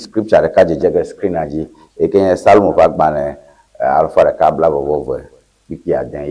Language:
Ewe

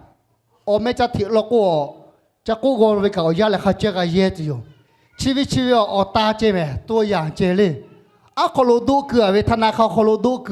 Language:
Lahu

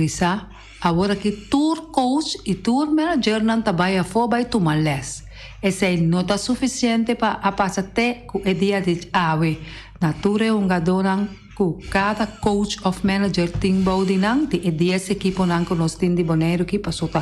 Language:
Papiamento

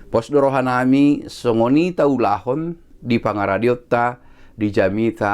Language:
Batak Toba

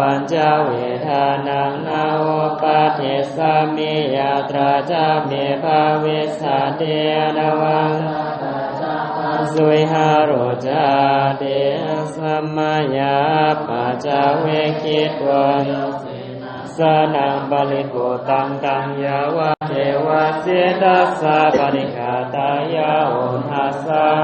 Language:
Pali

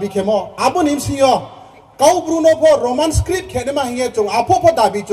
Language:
Riang (India)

